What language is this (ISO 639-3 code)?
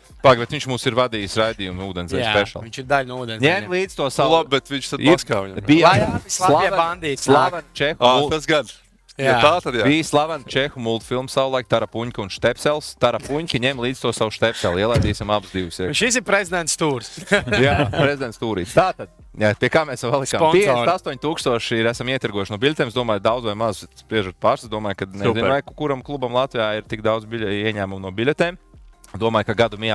lav